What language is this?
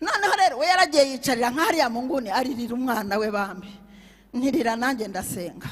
Kinyarwanda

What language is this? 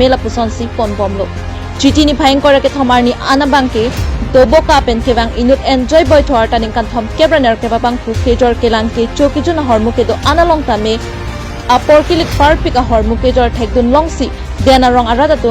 Karbi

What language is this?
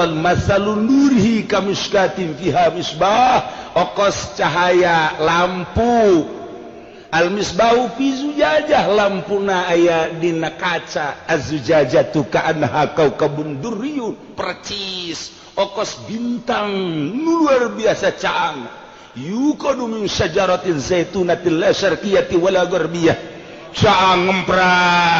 Sundanese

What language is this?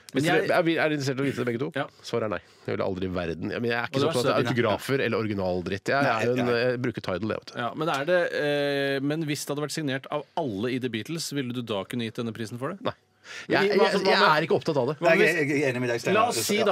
Norwegian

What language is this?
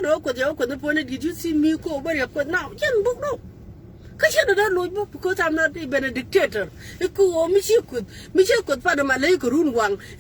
Nuer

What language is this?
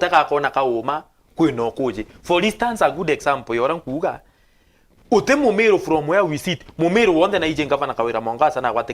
Meru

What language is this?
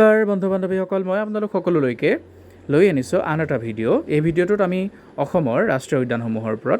Assamese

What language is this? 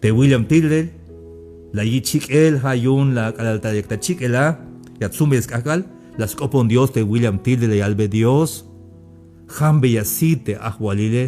Tzeltal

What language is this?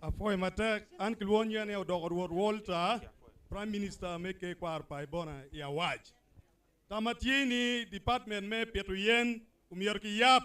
Acoli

